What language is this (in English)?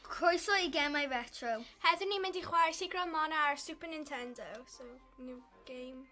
Welsh